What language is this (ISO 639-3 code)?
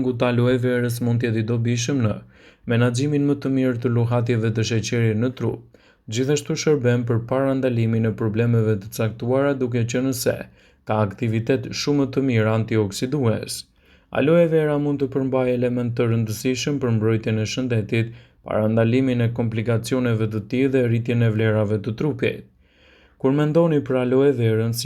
sqi